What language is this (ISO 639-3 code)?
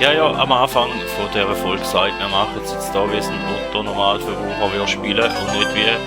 gsw